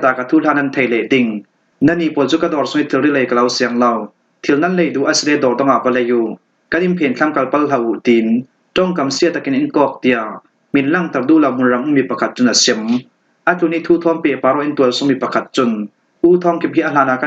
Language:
Falam Chin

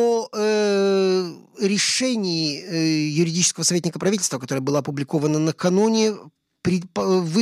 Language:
Russian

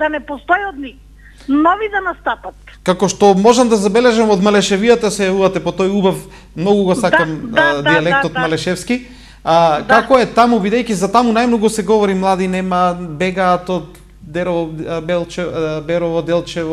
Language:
Macedonian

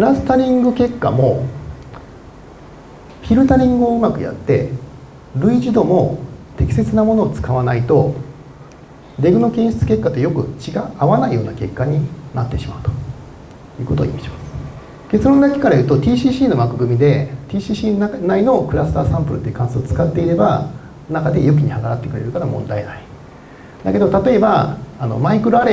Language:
Japanese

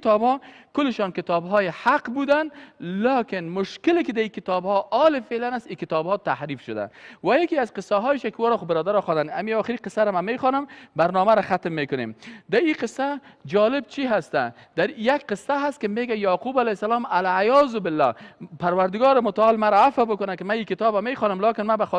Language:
Persian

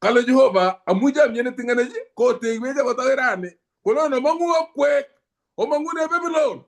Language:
Kalenjin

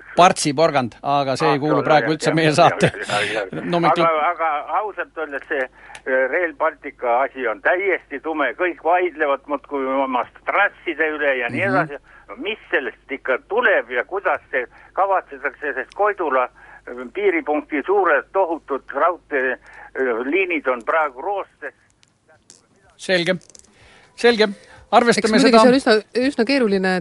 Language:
Estonian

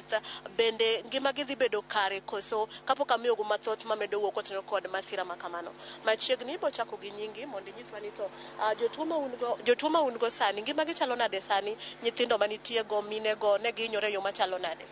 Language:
Luo (Kenya and Tanzania)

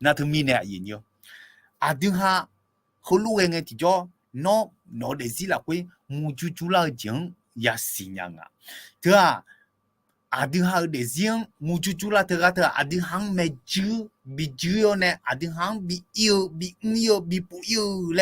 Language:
Akha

